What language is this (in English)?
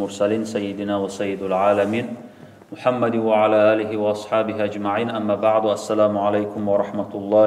Kumyk